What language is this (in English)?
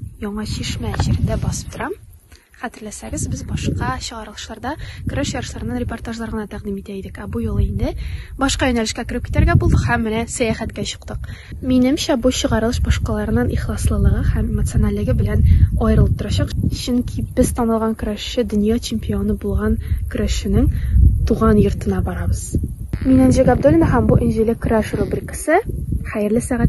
Tatar